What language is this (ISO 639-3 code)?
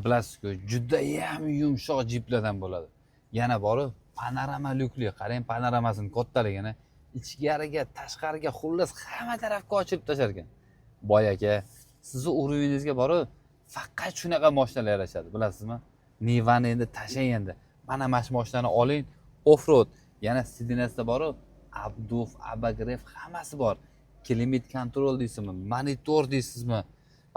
uzb